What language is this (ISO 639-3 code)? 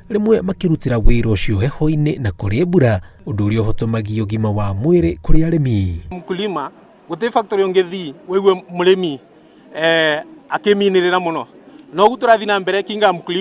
kik